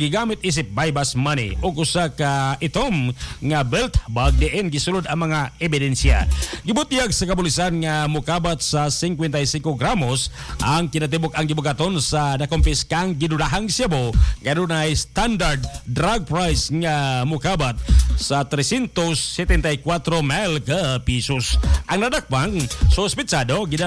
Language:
Cebuano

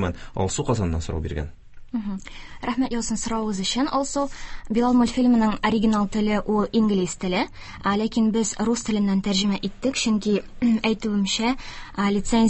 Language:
Tatar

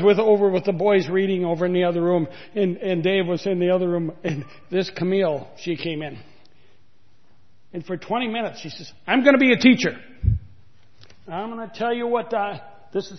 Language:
English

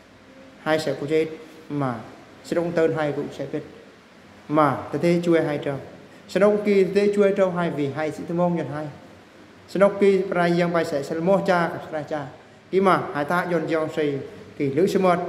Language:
Eastern Bru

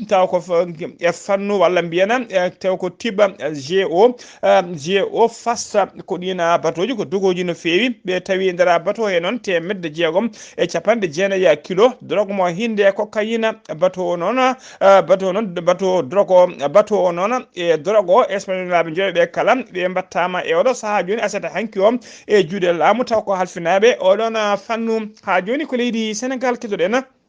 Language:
Fula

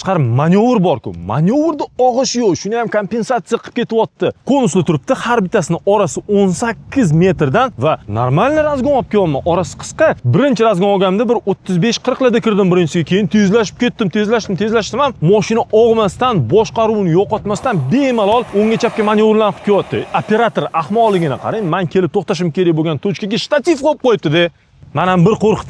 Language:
Uzbek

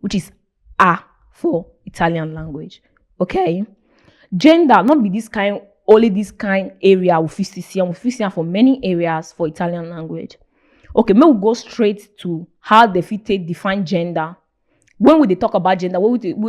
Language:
Nigerian Pidgin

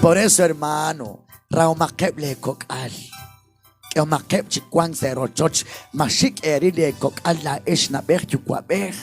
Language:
Kekchí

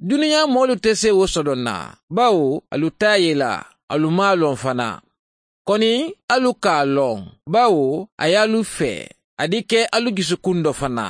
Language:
Mandingo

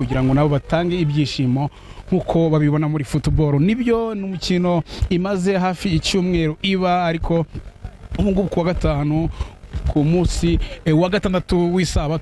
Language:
Kinyarwanda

